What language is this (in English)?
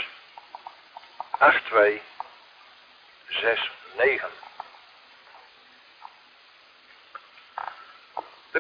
Dutch